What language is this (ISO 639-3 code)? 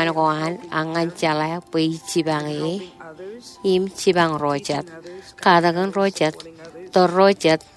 mah